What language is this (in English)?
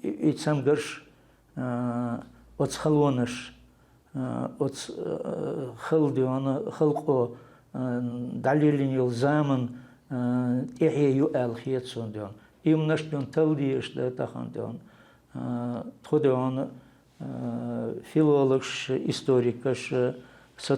Chechen